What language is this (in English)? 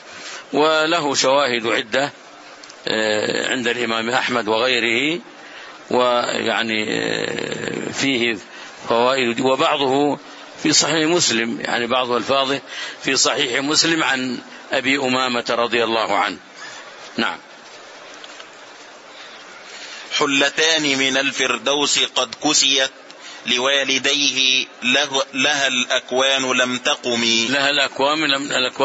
Arabic